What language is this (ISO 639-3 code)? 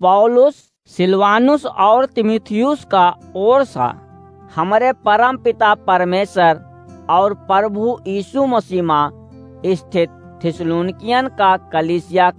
awa